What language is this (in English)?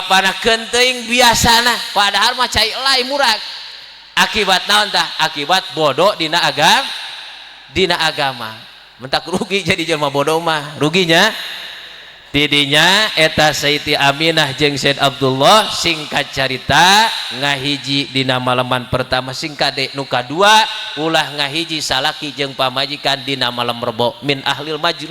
Sundanese